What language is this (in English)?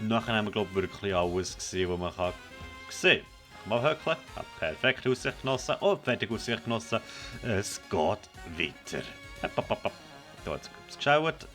Swiss German